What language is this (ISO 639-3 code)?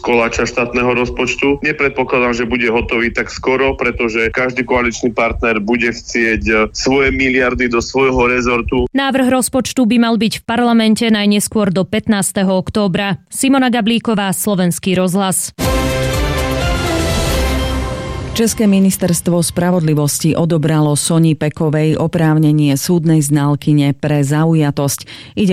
slk